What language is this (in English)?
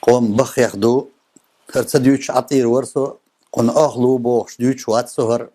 Chechen